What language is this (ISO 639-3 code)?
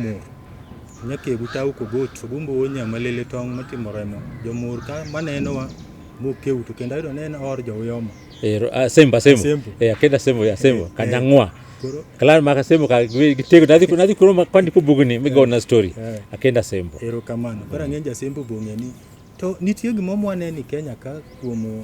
luo